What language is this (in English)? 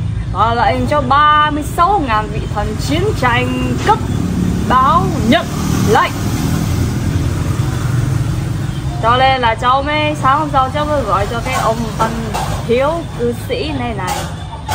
Vietnamese